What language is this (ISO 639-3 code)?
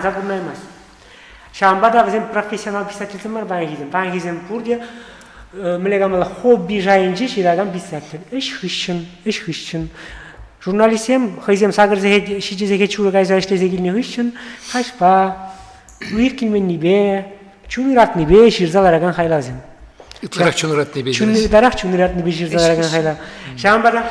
chv